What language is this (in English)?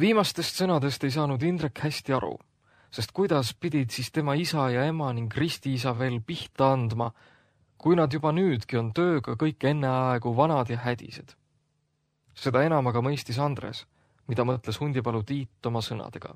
Estonian